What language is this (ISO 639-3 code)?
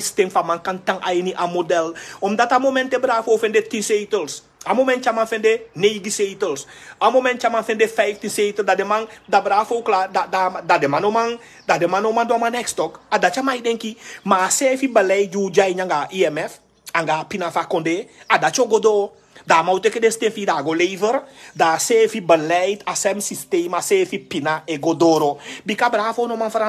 srn